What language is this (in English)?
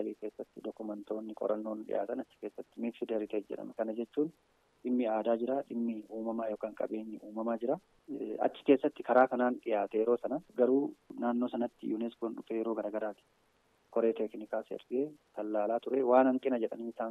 Oromo